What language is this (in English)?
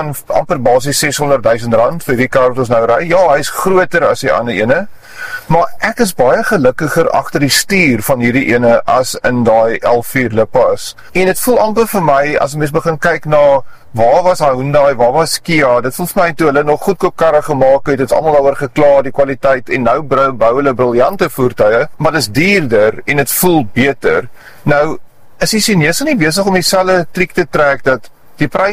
Afrikaans